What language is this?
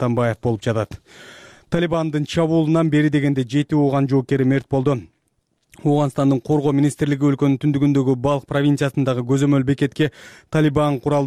Kyrgyz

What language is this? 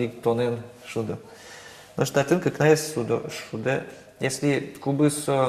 Udmurt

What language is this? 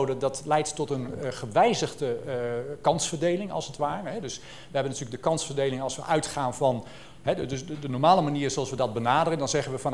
Dutch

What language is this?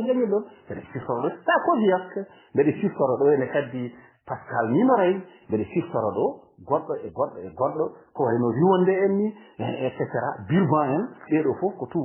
Fula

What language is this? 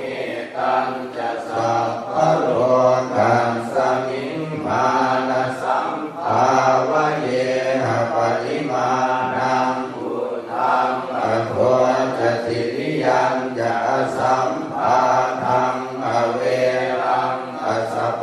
Pali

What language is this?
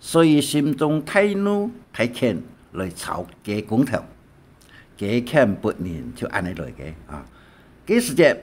Hakka Chinese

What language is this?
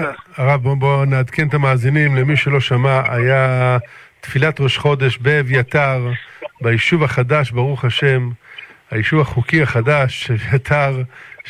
Hebrew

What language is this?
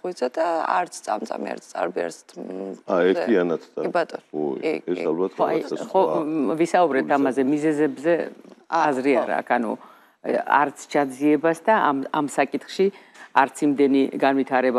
Georgian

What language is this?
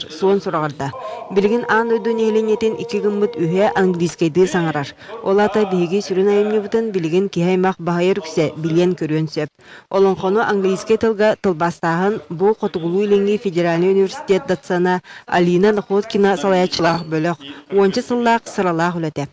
Yakut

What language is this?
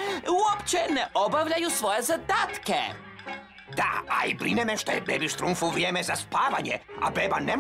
Croatian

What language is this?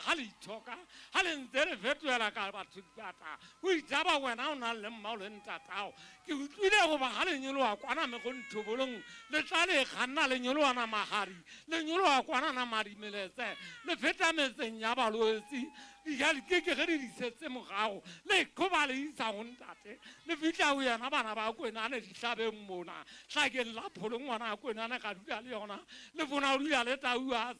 Southern Sotho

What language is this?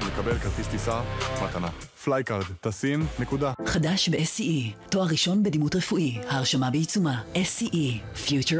Hebrew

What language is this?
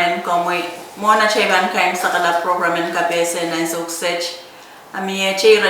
Pohnpeian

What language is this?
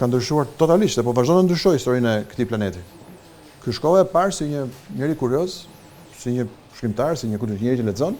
Albanian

